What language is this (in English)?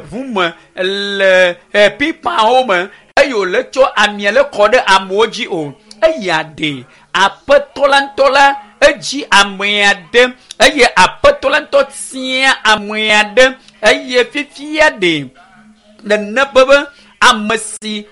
Ewe